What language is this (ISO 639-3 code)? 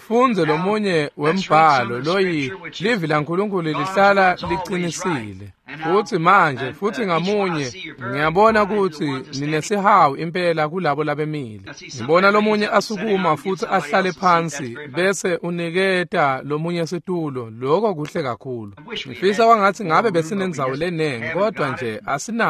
ssw